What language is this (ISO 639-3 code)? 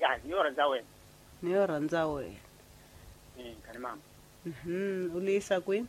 tso